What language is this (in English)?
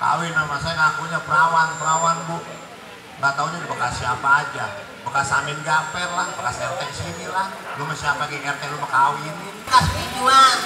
Betawi